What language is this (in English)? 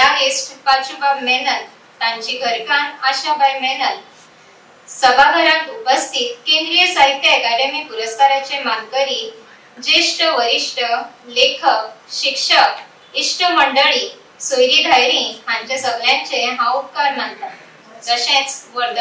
Konkani